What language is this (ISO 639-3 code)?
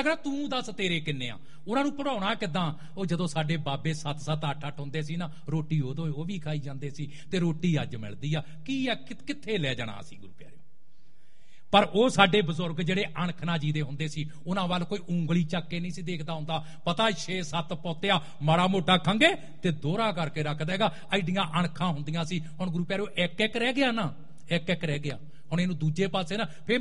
pan